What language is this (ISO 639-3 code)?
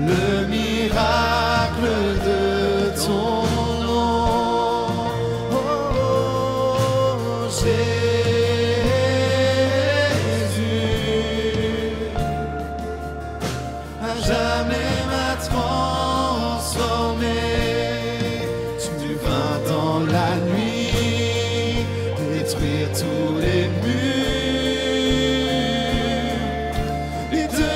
fra